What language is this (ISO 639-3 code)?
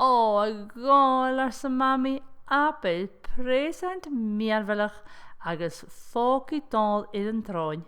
gla